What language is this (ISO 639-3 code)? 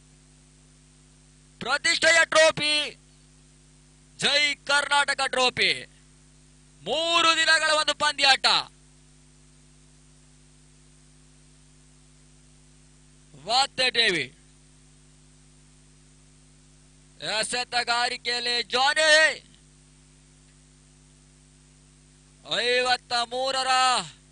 kan